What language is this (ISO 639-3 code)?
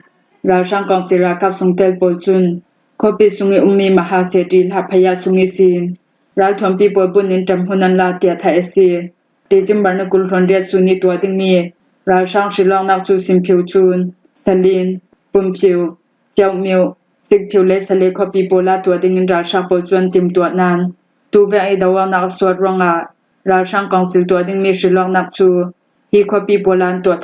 cfm